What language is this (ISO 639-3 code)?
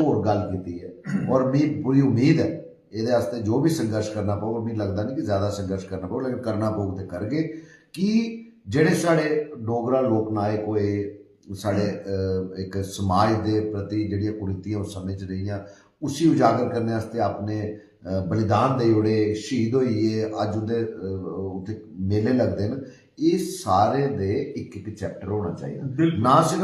doi